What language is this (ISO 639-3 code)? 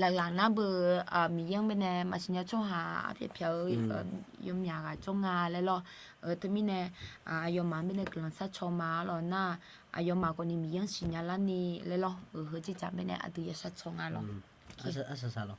ahk